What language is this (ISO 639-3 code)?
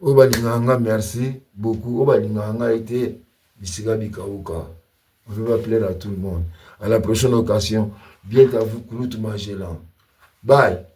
lin